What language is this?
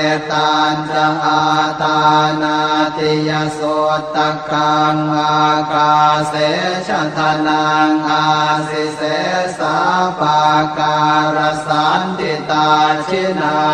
Pali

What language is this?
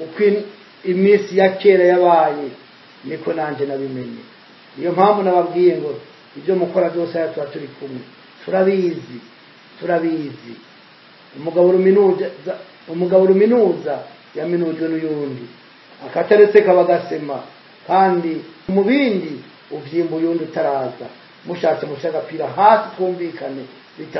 Rundi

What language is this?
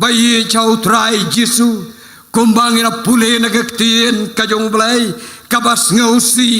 Khasi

